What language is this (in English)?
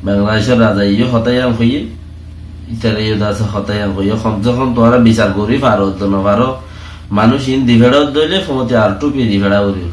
Rohingya